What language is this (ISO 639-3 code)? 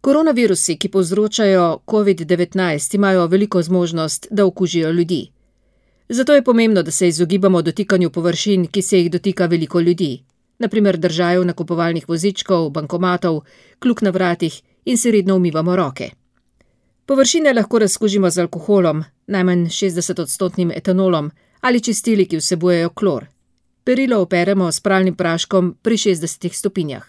slv